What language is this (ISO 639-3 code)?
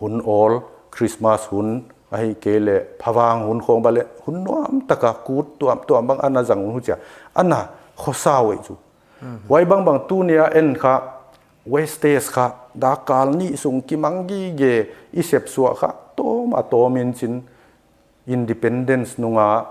pck